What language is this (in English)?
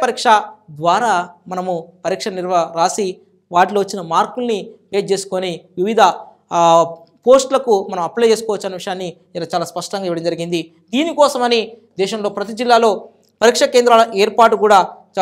Telugu